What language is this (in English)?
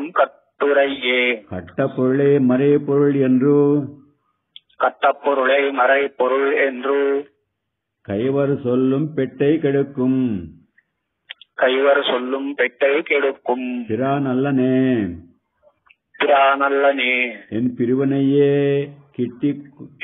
Tamil